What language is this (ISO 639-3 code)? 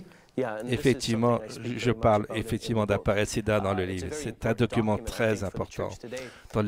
fra